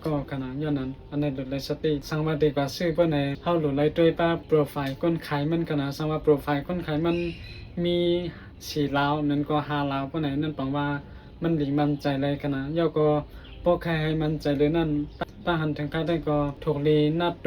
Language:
Shan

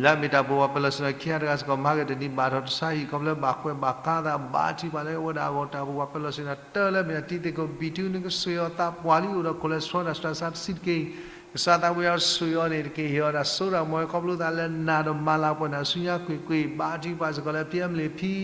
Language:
S'gaw Karen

